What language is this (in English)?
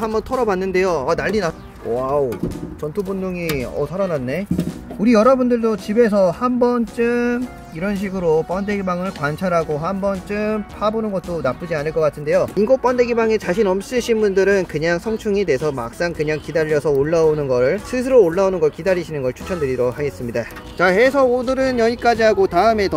Korean